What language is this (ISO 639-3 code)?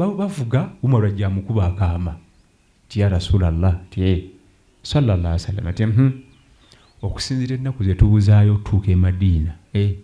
lug